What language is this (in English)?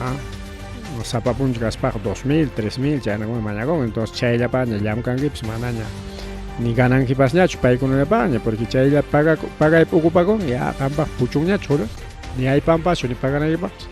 Ayacucho Quechua